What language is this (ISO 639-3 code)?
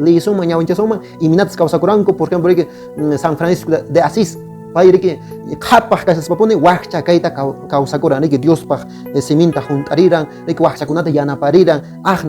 que